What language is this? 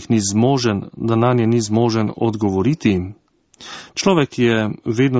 Slovenian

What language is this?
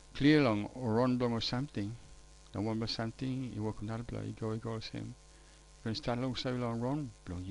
Tok Pisin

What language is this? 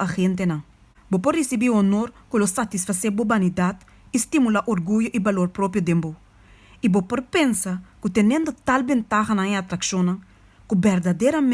Papiamento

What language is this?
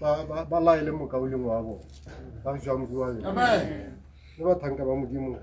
Tswana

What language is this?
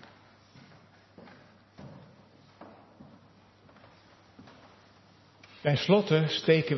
Dutch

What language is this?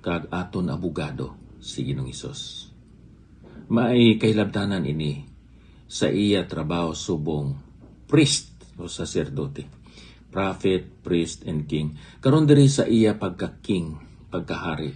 Hiligaynon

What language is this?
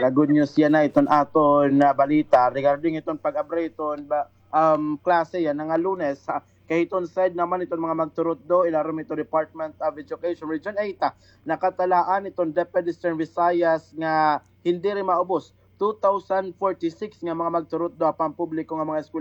Waray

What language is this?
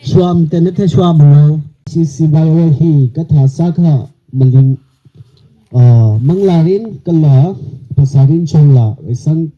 Tangkhul Naga (India)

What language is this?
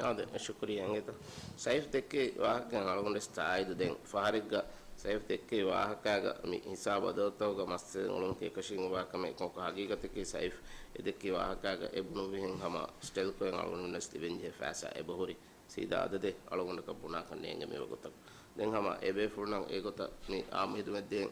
Divehi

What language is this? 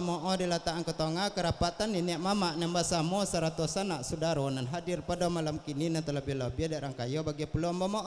Minangkabau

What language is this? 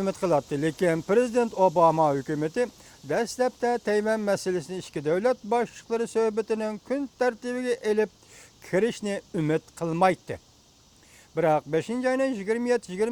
Uyghur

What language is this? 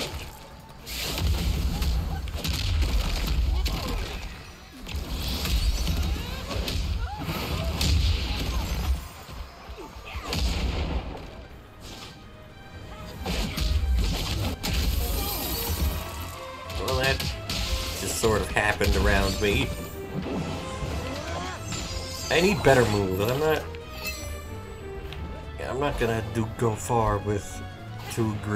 English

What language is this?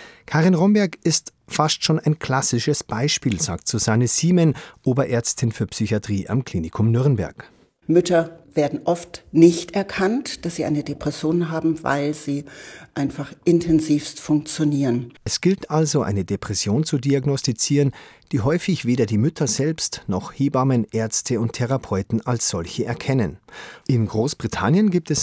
German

